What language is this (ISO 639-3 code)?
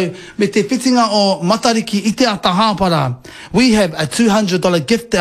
mri